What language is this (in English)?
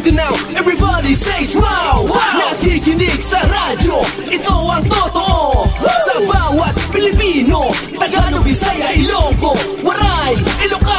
Hiligaynon